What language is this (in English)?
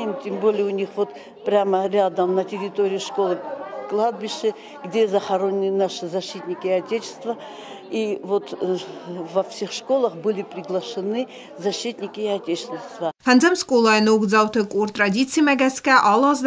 Ossetic